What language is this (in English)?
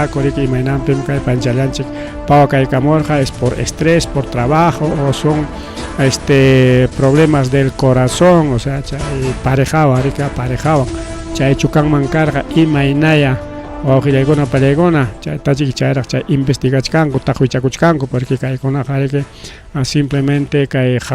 Ayacucho Quechua